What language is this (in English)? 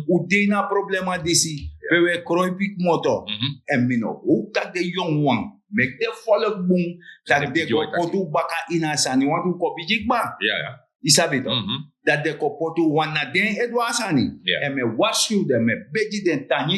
Sranan Tongo